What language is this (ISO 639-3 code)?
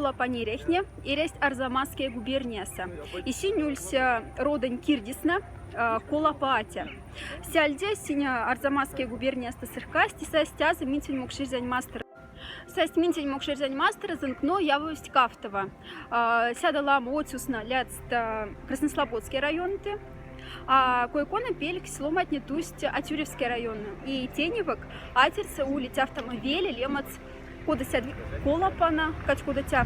mdf